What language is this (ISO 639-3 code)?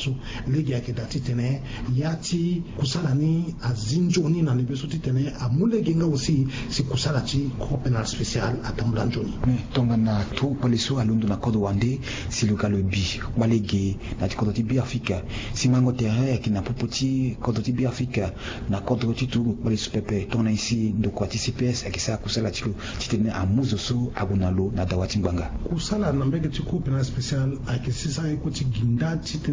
sag